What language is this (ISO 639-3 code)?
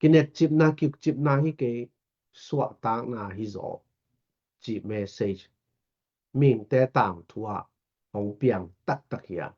ctd